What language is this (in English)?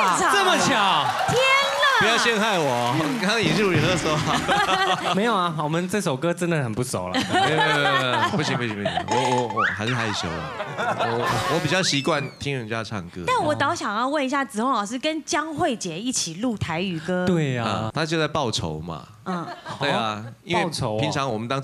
Chinese